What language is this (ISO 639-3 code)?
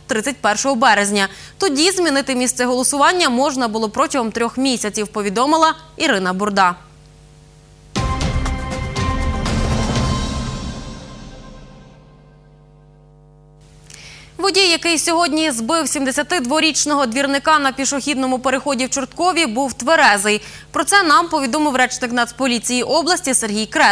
ukr